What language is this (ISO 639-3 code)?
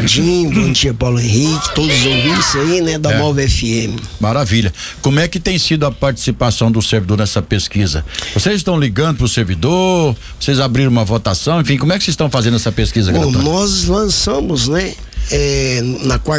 por